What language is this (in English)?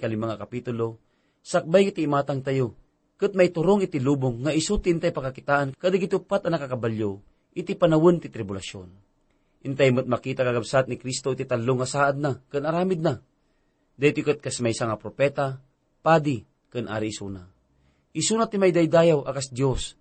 Iloko